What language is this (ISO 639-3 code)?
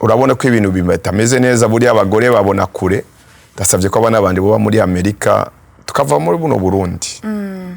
run